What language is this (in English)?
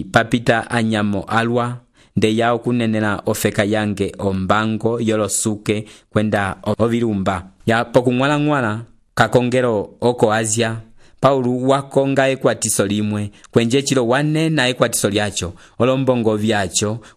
Umbundu